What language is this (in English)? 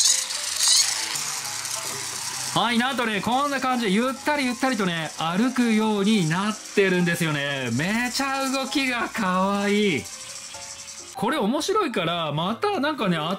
Japanese